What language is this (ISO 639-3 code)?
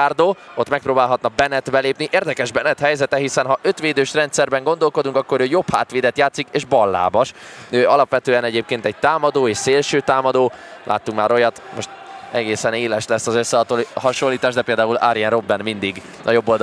hun